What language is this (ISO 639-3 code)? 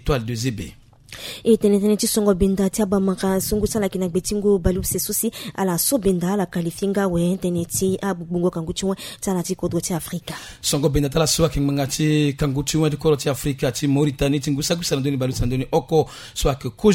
sag